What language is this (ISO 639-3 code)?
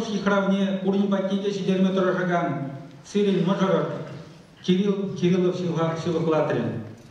chv